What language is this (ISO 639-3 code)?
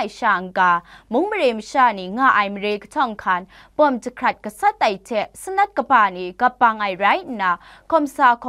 kac